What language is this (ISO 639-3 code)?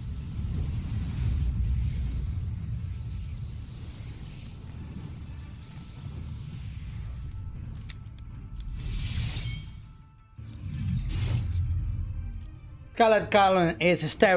eng